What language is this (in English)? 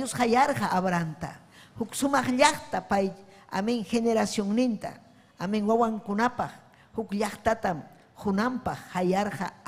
Ayacucho Quechua